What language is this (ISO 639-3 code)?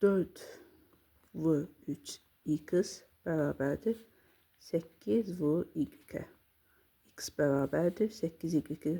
aze